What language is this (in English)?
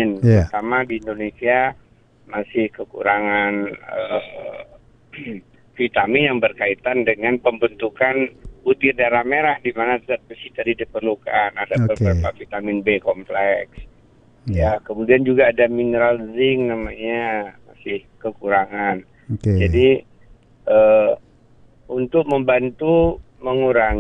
Indonesian